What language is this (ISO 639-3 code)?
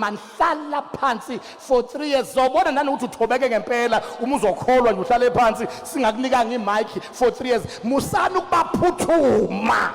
zul